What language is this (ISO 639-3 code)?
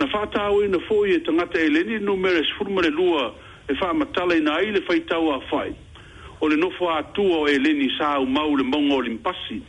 smo